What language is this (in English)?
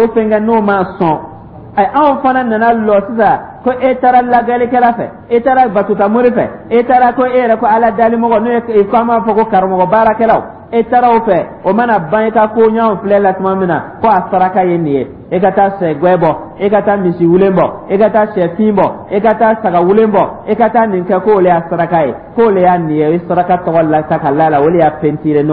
Dyula